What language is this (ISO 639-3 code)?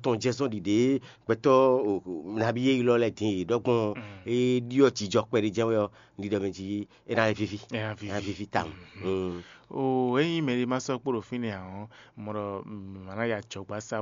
fon